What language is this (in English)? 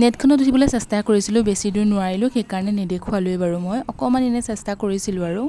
Assamese